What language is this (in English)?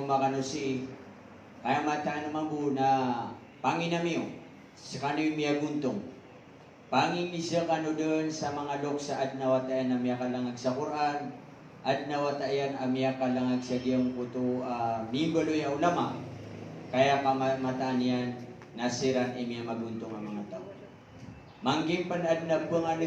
Maranao